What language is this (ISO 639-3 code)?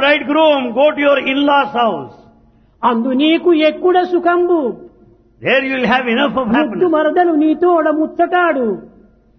tel